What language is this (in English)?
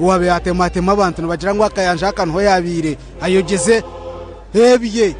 Nyankole